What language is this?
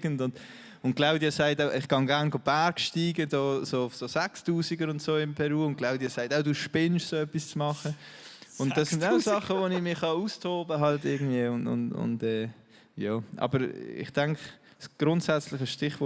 Swiss German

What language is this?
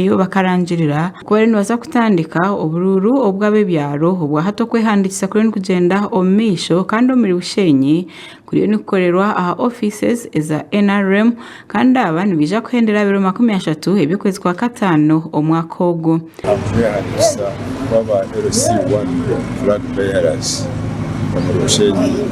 Nyankole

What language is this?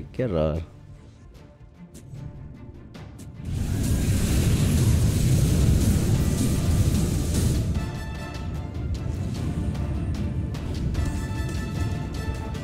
Spanish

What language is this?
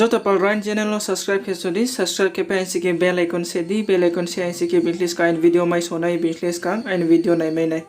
Riang (India)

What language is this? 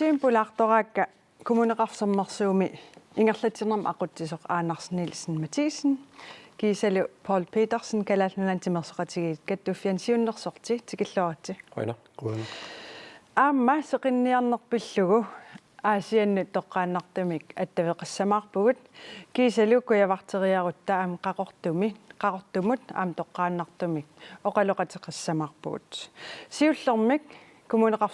Kalaallisut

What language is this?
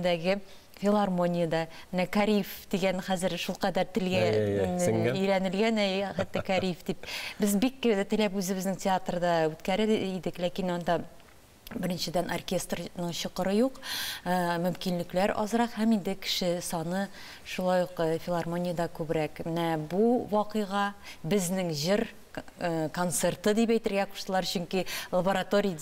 Tatar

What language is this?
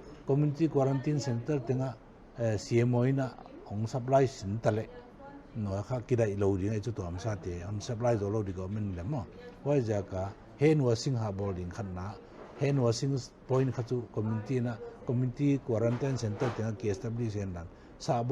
Paite Chin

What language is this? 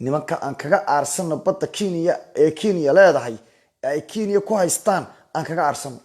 Somali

